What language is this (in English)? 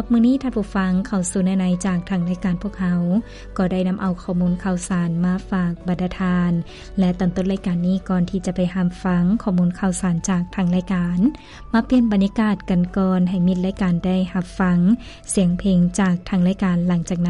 Lao